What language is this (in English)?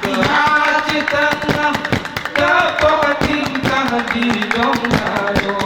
Gayo